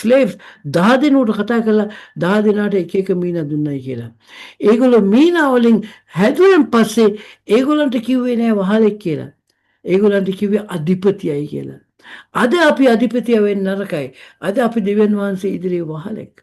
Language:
Sinhala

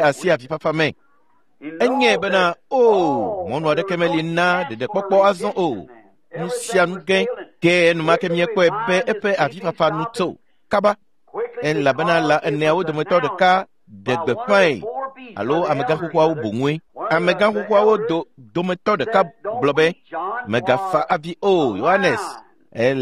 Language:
Ewe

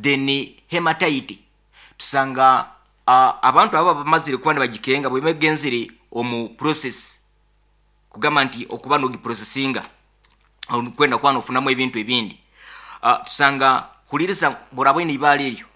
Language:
Nyankole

